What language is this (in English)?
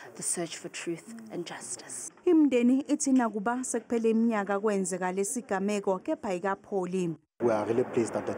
Zulu